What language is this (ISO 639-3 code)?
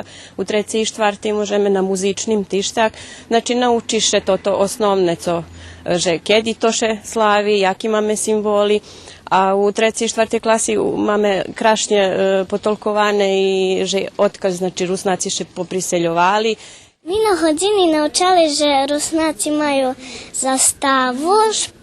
rue